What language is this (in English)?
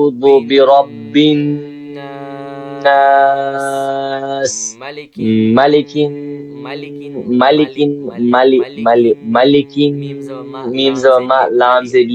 Kashmiri